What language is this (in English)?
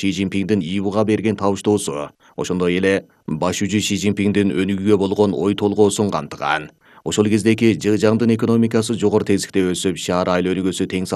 Kyrgyz